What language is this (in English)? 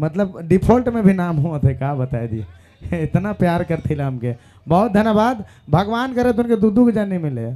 Sadri